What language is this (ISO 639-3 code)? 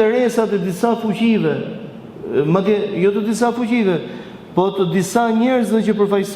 sqi